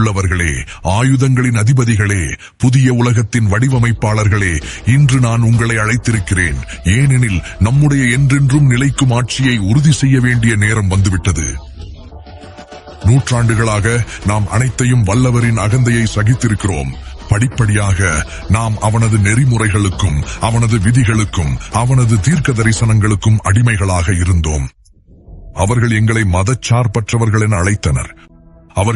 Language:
Tamil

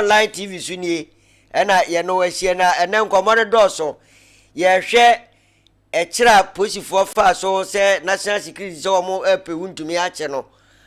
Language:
Akan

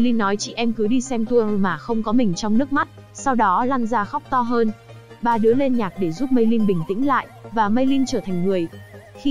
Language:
Vietnamese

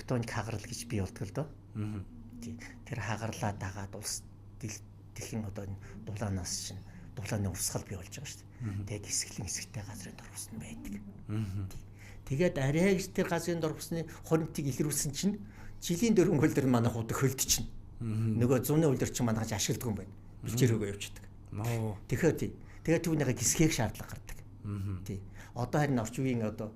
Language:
Mongolian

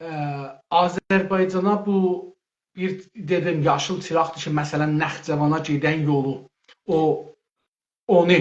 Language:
South Azerbaijani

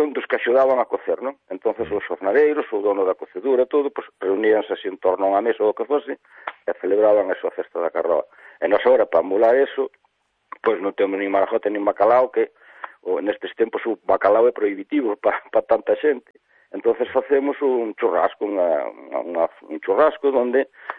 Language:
Galician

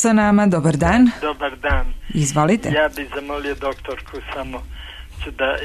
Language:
Serbian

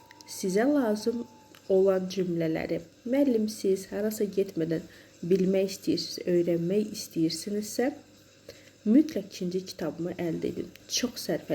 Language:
Azerbaijani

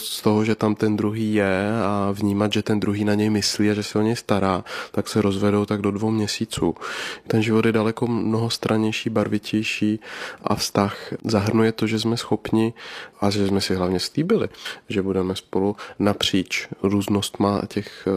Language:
Czech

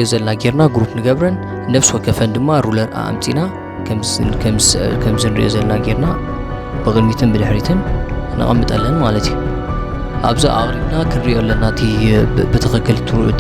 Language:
Tigrinya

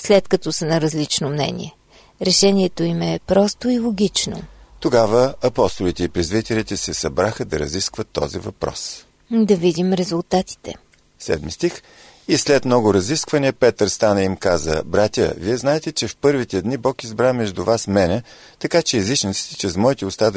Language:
Bulgarian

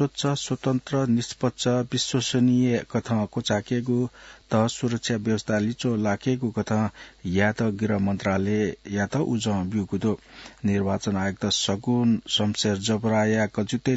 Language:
Newari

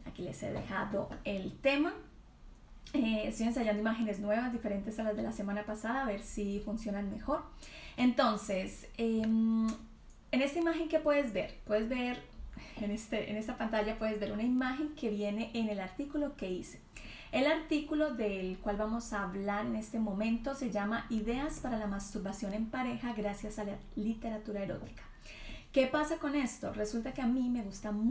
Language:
Spanish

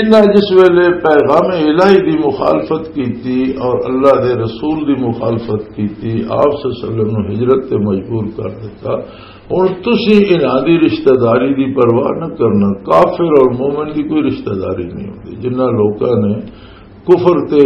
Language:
Western Panjabi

